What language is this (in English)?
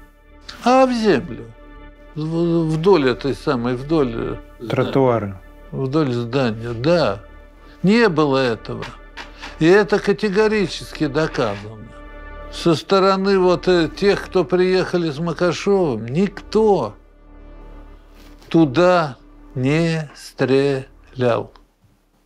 Russian